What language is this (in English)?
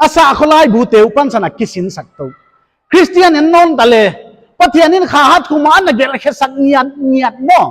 Paite Chin